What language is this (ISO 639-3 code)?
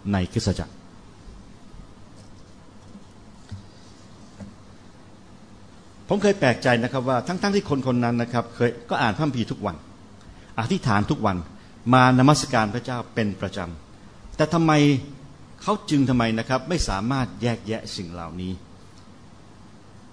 tha